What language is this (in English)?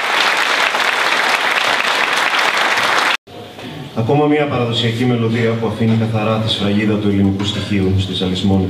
Greek